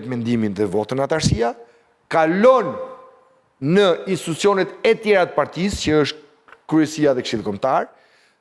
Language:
Albanian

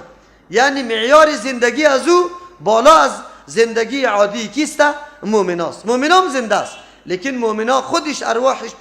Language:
Persian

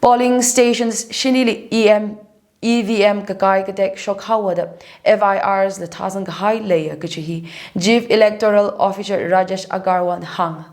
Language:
Tangkhul Naga (India)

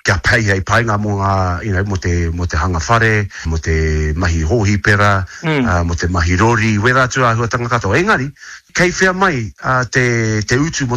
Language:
Māori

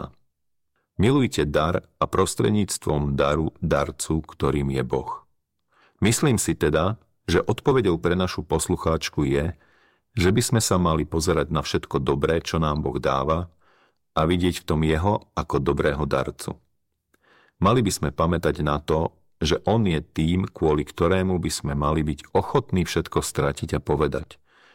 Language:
Slovak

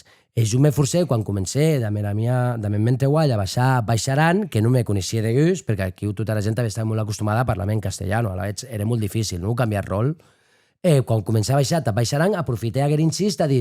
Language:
Occitan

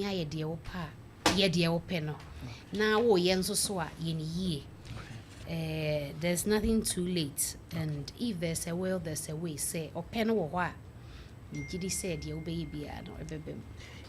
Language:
Akan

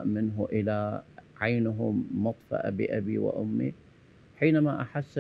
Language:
Arabic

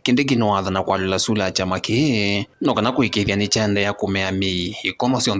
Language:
Kamba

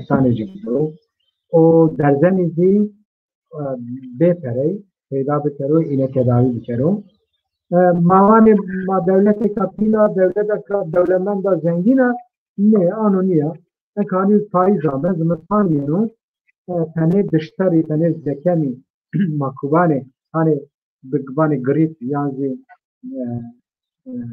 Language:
Zaza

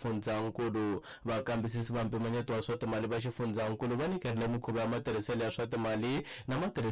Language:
Tsonga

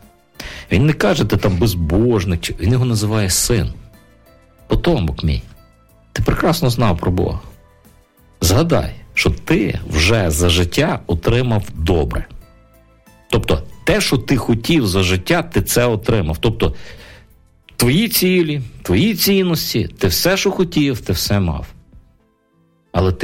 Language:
Ukrainian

